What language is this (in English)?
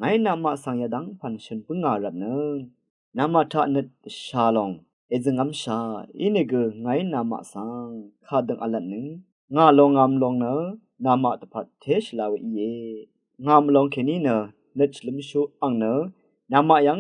Rawang